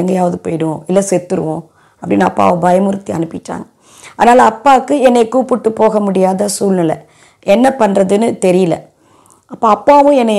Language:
Tamil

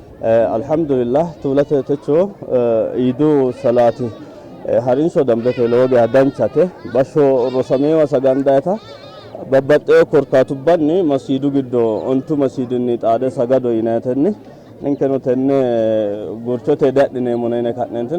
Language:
Sidamo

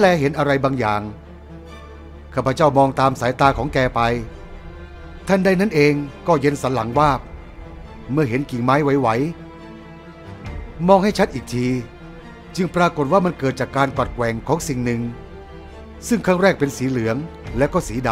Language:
Thai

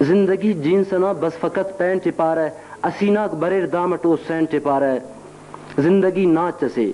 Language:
Brahui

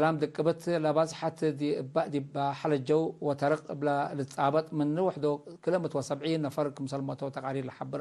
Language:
Tigre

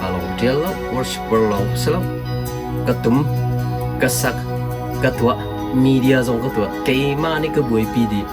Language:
Hakha Chin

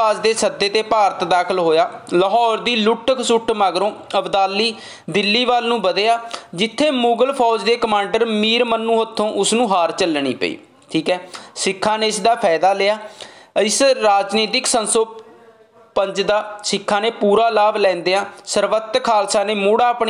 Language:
Punjabi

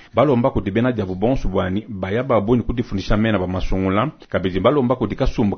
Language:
Luba-Lulua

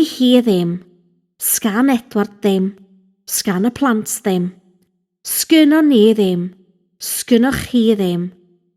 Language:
Welsh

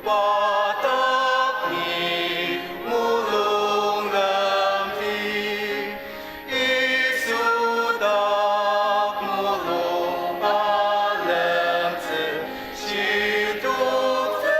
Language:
Ao Naga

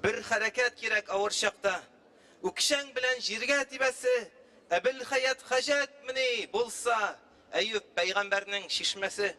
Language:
Tatar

